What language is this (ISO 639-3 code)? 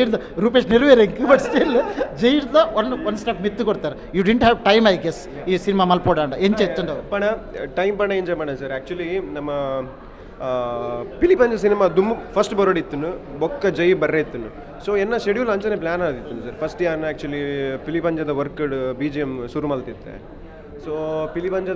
tcy